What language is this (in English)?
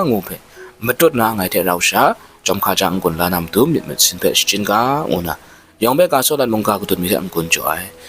Kachin